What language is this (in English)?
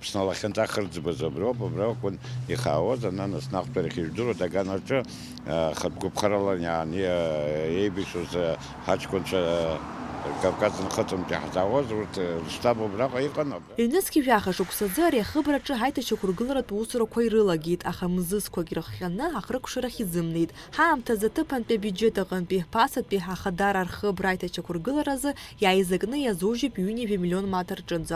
Abkhazian